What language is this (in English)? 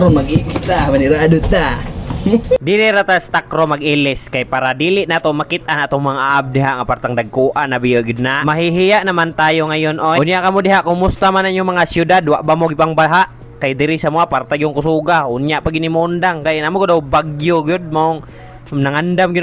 Cebuano